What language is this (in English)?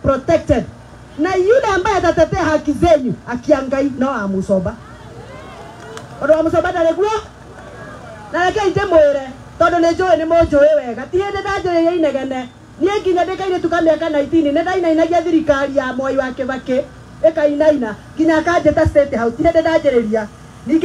Kikuyu